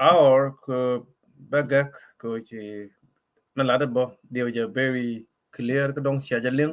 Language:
Nuer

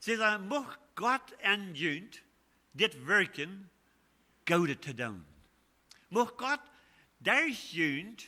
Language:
Plautdietsch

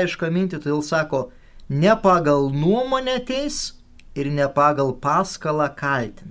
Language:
Lithuanian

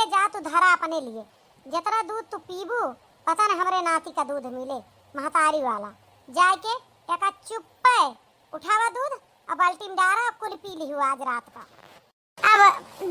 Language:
Awadhi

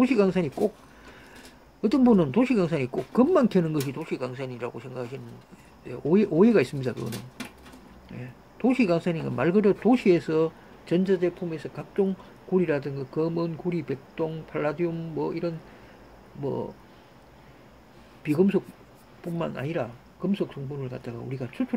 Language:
Korean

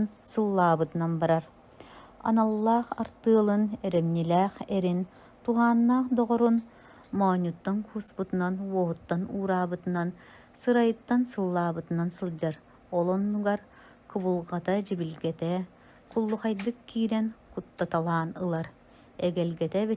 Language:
Yakut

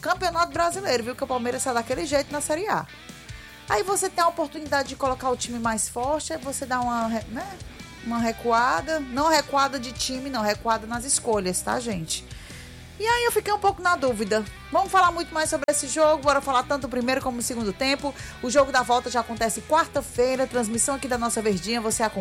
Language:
Portuguese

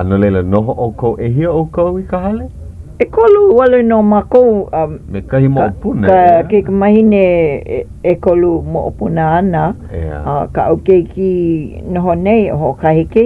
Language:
Hawaiian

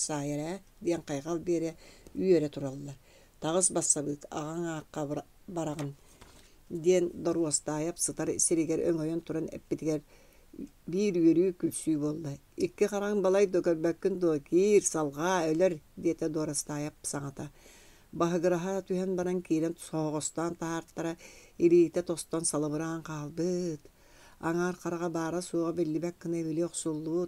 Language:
Yakut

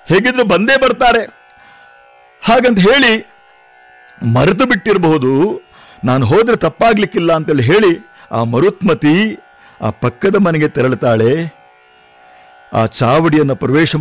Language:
Kannada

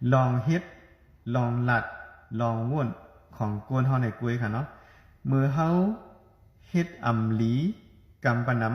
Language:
Shan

